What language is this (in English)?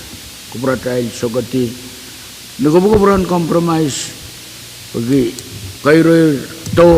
Pohnpeian